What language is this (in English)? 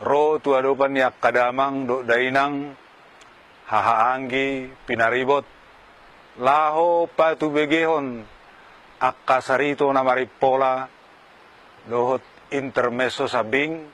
Batak Toba